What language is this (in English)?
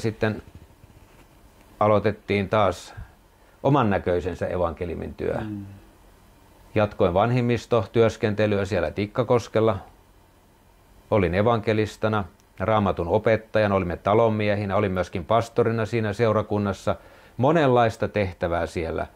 Finnish